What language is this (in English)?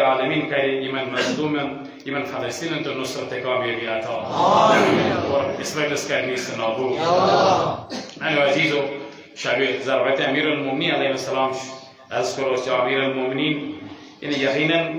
Kashmiri